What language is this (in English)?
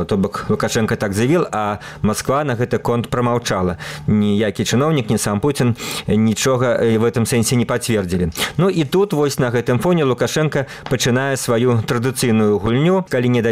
Belarusian